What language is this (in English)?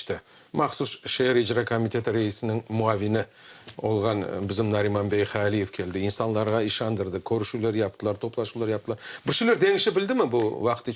Crimean Tatar